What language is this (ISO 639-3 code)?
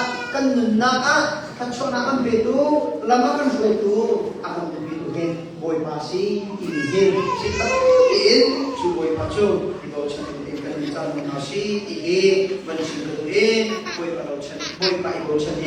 cnh